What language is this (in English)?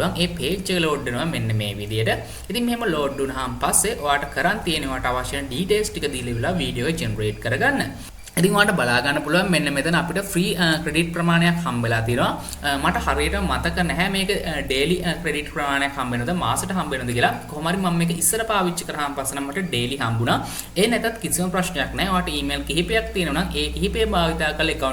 Sinhala